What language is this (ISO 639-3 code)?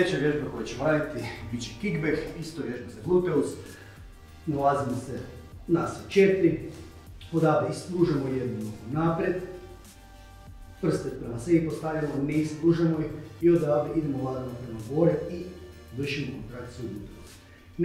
hrv